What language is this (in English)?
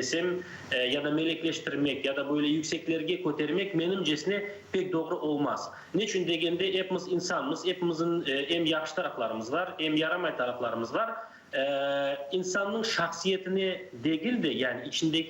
Crimean Tatar